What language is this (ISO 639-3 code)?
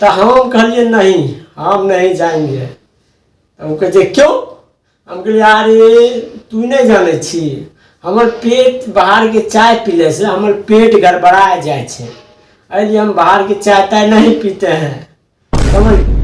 mai